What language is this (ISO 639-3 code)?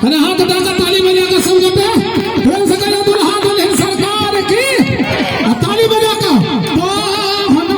mai